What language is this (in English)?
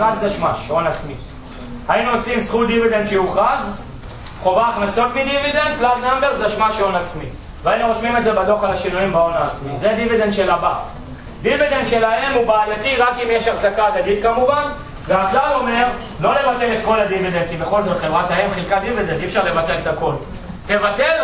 Hebrew